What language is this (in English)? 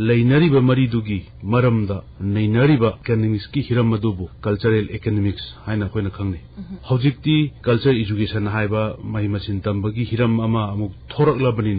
Manipuri